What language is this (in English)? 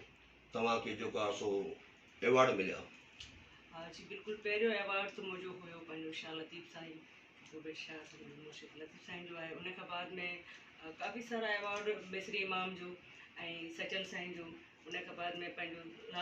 Sindhi